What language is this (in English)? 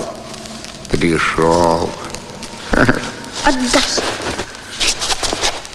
Russian